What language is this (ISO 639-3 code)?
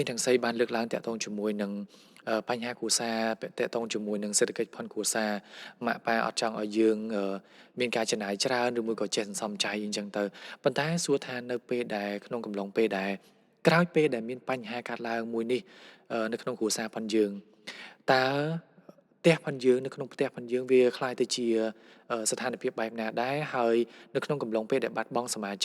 khm